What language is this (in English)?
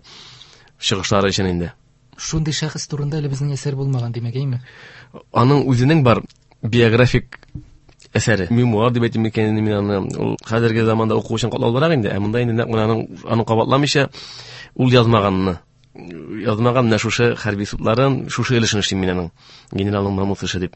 Tatar